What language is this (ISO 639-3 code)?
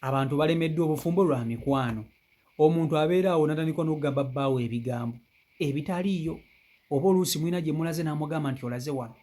lug